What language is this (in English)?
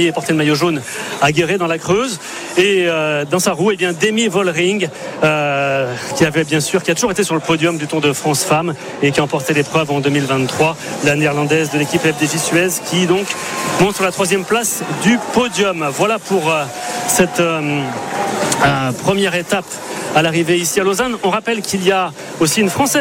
French